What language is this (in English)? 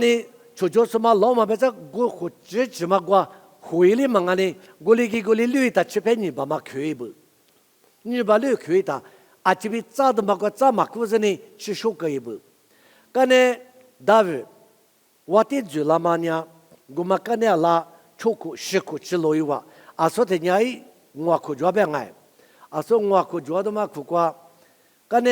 Lisu